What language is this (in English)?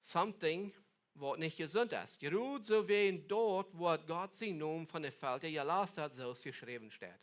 Plautdietsch